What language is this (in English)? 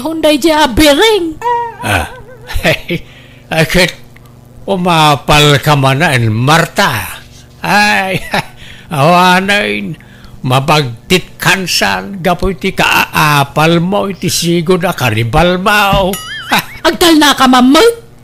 Iloko